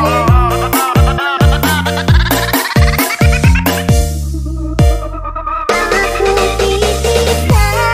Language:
Indonesian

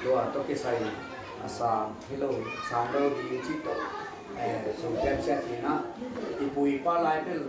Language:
Tedim Chin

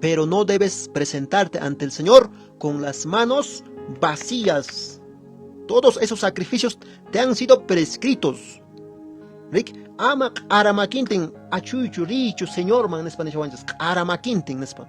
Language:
Quechua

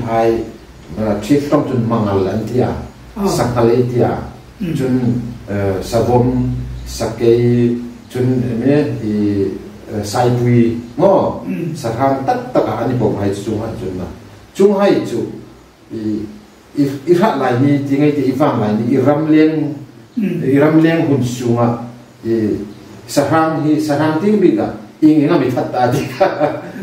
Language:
Hmar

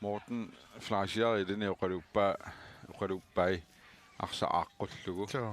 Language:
Kalaallisut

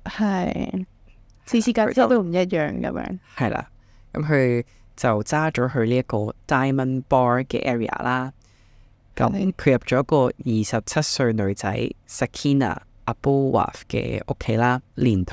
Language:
Cantonese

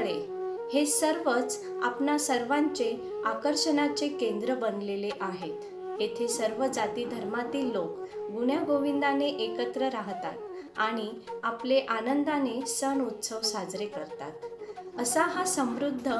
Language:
Marathi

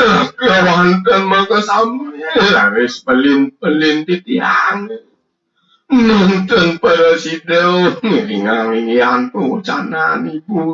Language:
Balinese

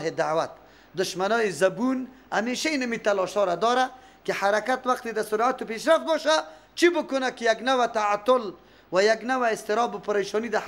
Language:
Persian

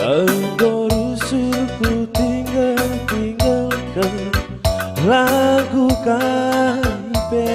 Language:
Batak Karo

